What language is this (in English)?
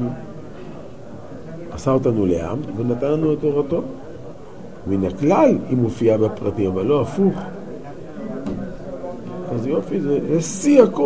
Hebrew